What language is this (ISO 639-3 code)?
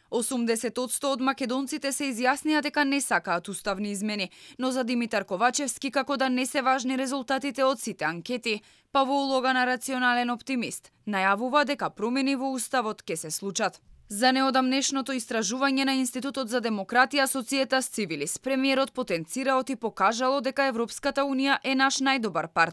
mkd